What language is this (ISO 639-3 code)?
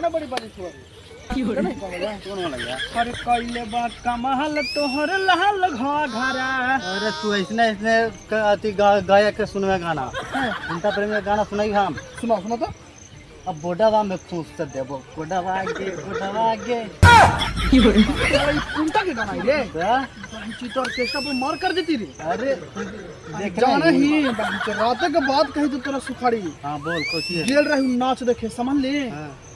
mag